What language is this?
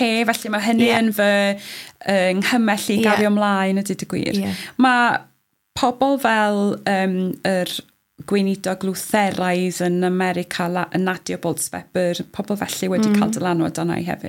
Welsh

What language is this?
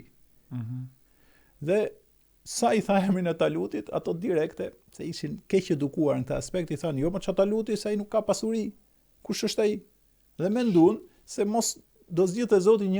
Albanian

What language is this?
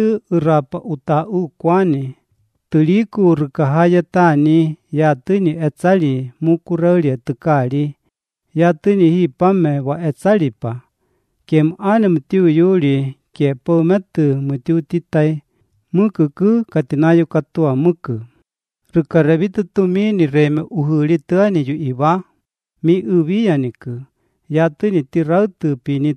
Latvian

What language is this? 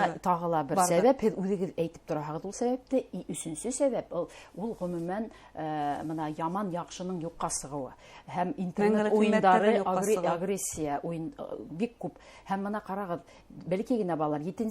Bashkir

